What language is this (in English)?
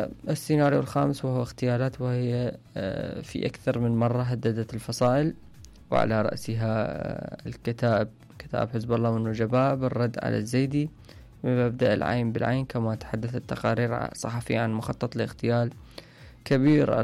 Mesopotamian Arabic